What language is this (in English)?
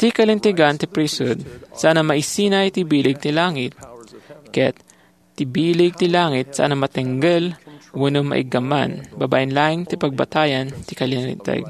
Iloko